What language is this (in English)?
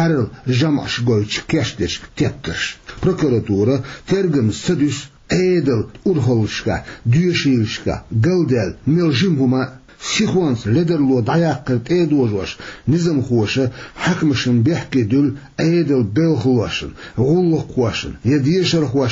Chechen